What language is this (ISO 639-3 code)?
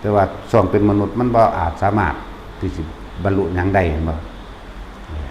lao